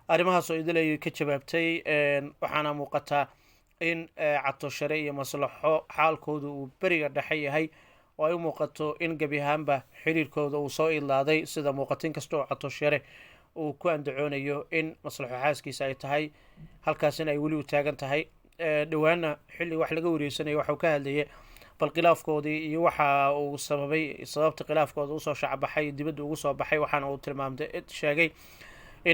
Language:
Somali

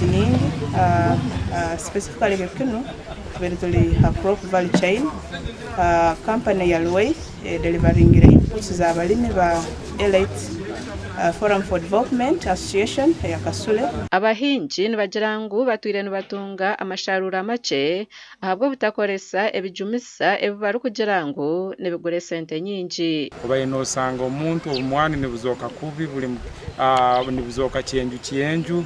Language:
Nyankole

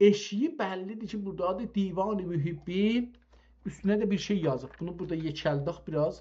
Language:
South Azerbaijani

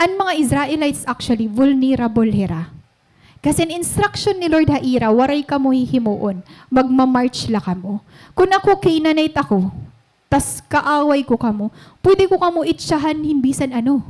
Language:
Waray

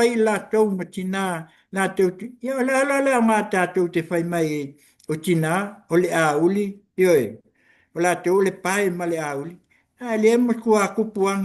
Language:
Samoan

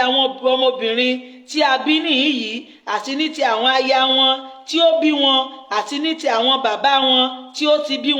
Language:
Yoruba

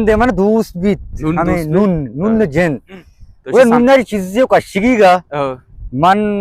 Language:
Baluchi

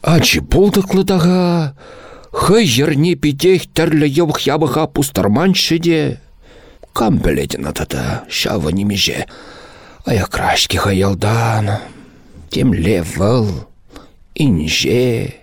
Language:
Chuvash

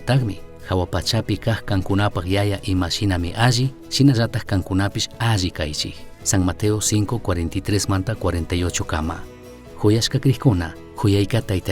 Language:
Chimborazo Highland Quichua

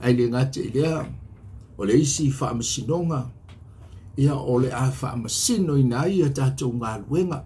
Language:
Samoan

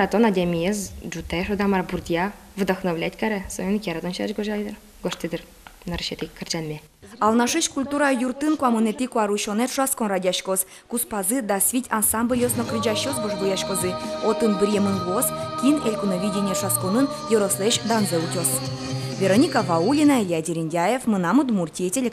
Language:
Udmurt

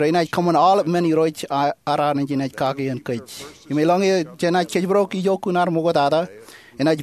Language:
Marshallese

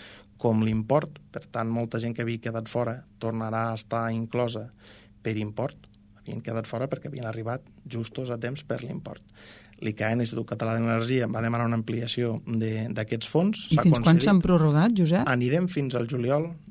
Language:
Catalan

